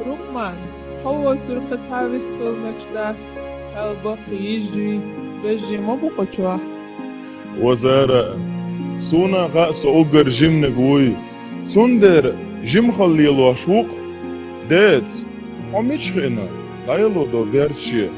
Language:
Chechen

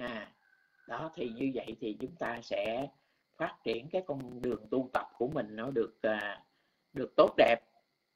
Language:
Vietnamese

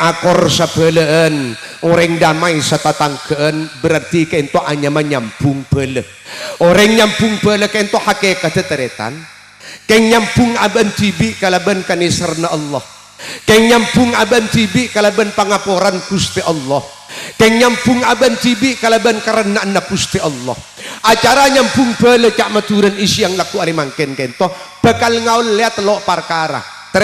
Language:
Madurese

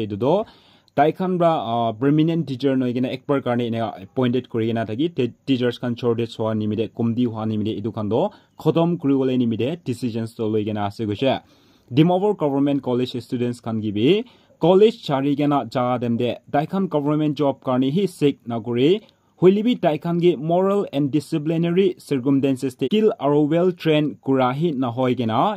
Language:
Naga Pidgin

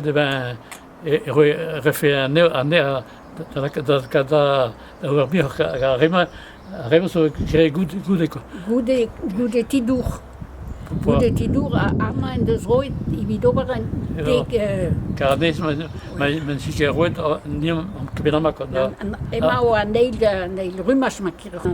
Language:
Breton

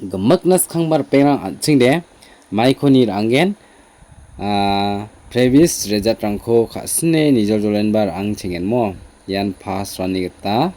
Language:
Garo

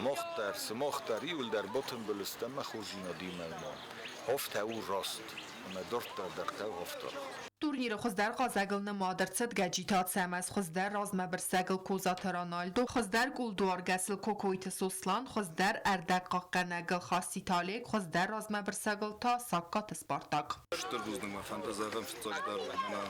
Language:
Ossetic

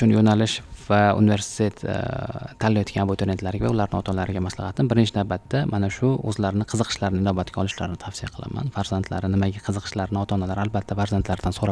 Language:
Uzbek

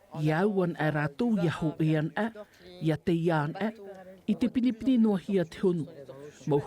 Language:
Tahitian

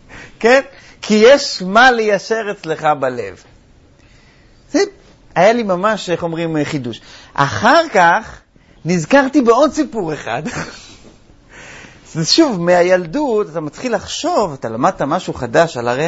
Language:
Hebrew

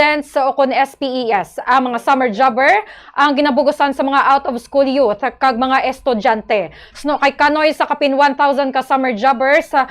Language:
Hiligaynon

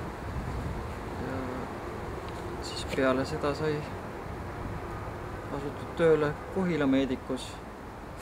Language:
Estonian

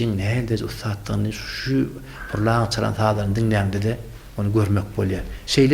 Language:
Turkmen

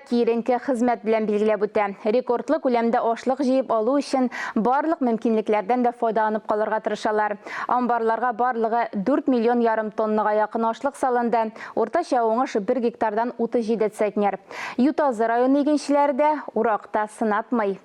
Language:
Tatar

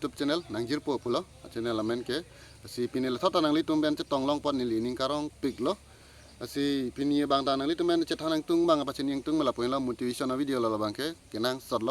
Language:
Karbi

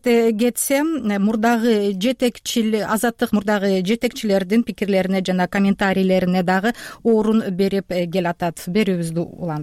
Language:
Kyrgyz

